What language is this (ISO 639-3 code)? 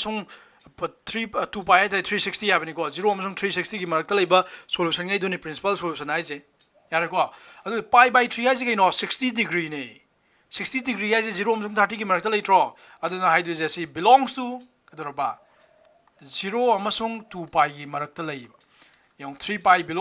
mni